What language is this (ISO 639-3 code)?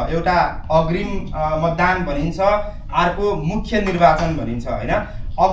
nep